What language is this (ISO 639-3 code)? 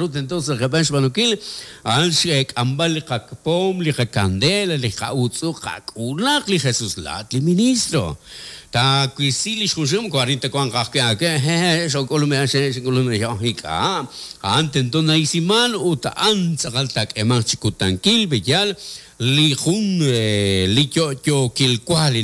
kek